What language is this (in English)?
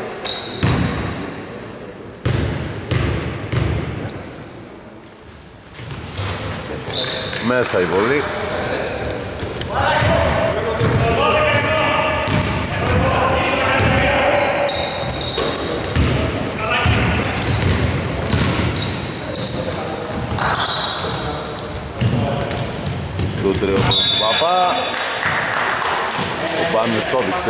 Greek